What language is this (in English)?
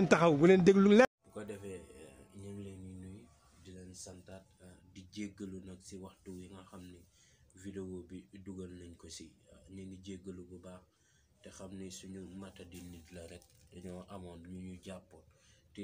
Wolof